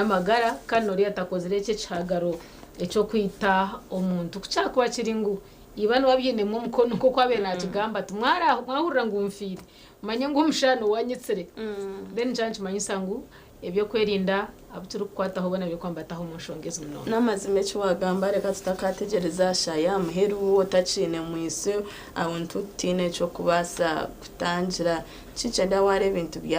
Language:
Nyankole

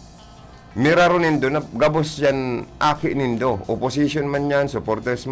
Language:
Bikol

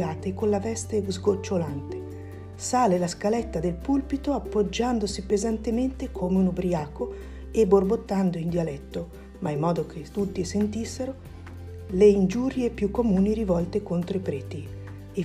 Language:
Italian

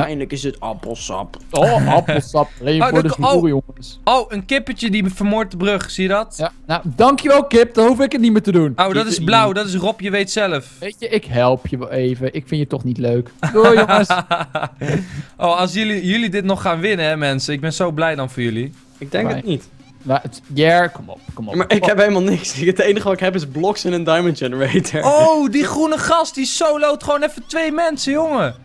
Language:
Dutch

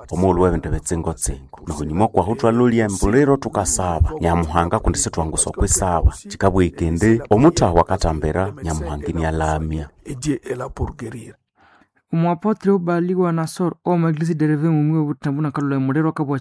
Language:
Nande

